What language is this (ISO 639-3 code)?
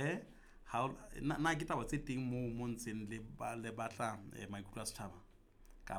sot